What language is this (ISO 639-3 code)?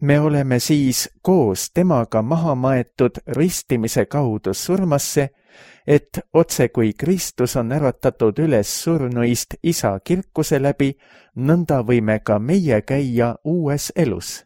est